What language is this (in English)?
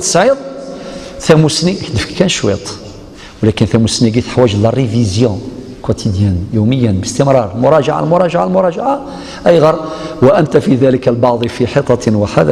Algerian Arabic